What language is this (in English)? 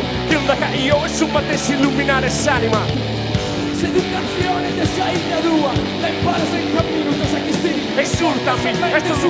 Sardinian